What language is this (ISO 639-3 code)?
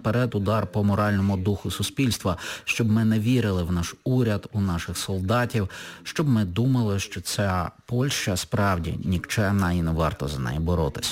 ukr